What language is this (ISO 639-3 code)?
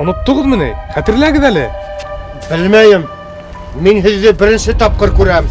bak